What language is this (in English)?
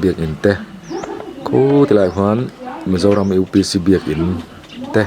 Mizo